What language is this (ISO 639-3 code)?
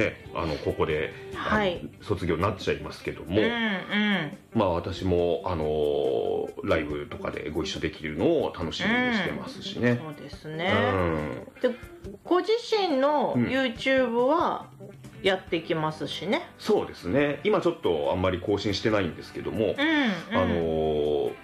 jpn